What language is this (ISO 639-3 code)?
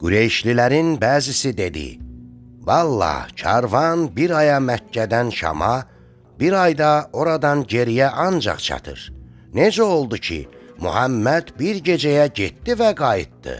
aze